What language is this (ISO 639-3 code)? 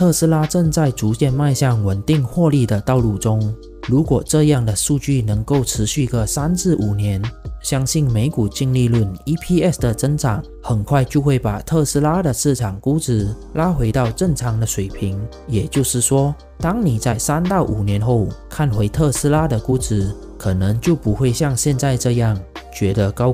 zho